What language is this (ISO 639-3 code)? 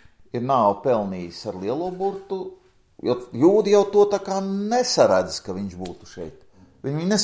lav